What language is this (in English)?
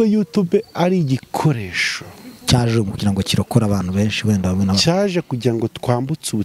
Kinyarwanda